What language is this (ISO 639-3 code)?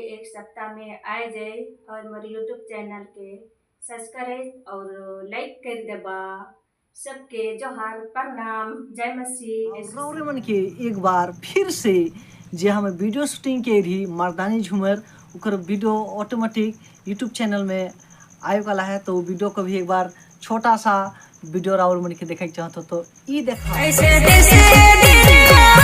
sck